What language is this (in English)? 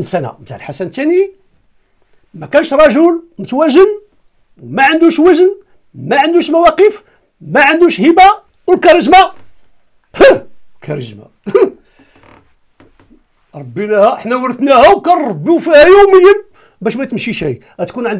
Moroccan Arabic